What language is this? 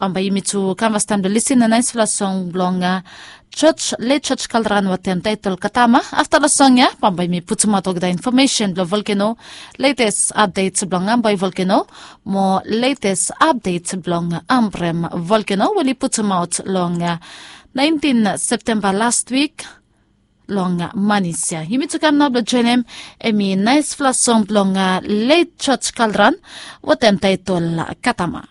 Bislama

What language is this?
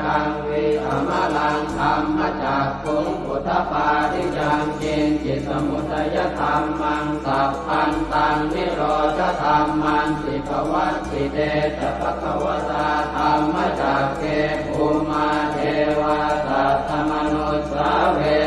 Pali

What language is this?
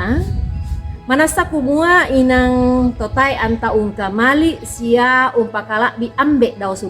Toraja-Sa'dan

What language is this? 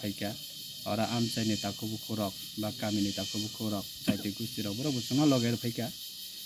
Kok Borok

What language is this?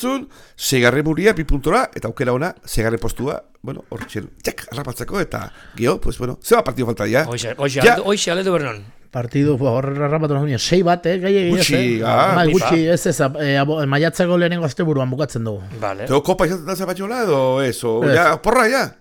Basque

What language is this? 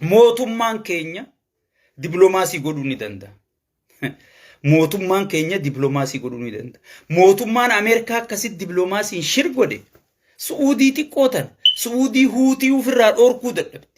Oromo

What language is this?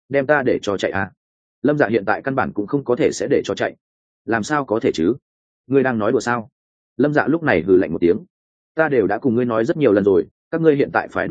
Vietnamese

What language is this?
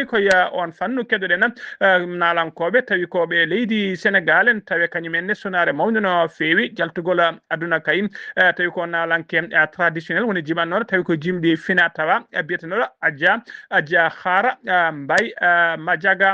Fula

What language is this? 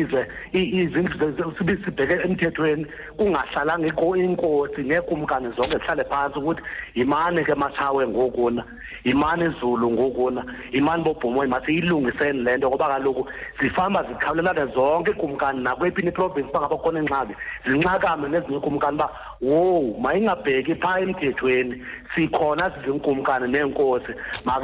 Xhosa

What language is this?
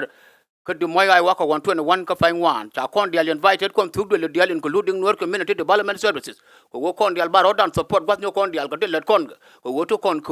Nuer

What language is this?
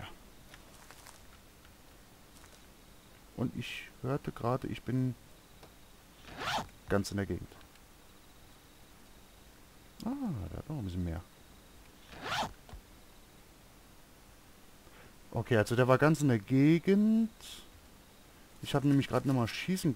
German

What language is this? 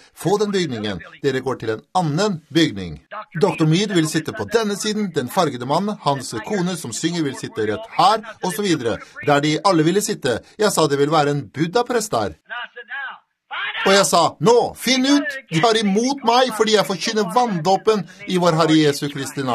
Norwegian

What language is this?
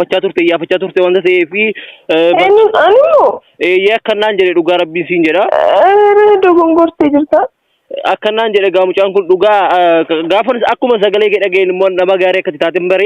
Oromo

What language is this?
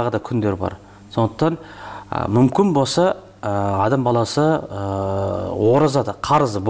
Kazakh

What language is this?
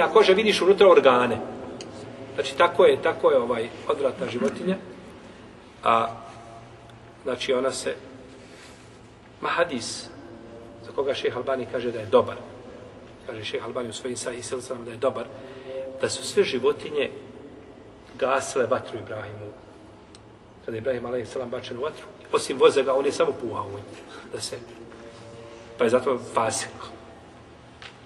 Bosnian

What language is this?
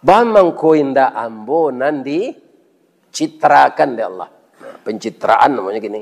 Minangkabau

